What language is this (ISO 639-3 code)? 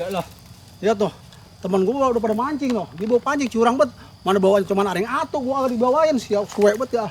bew